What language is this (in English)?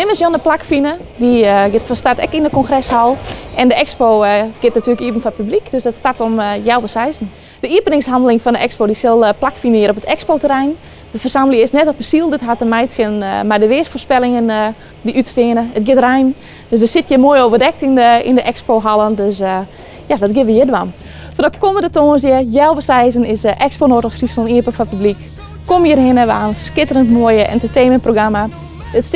Western Frisian